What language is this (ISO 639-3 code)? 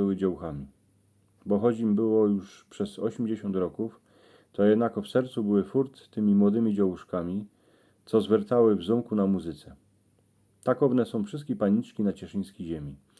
szl